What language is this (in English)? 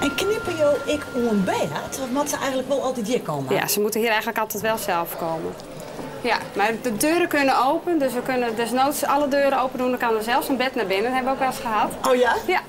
Western Frisian